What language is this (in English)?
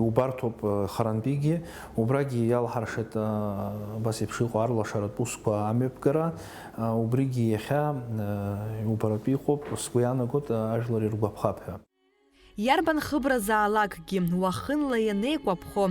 Abkhazian